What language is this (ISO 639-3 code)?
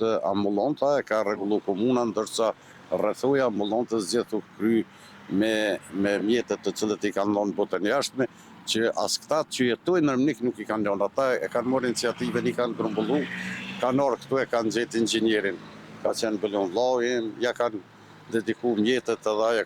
sqi